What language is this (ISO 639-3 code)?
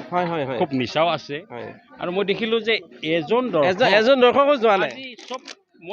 asm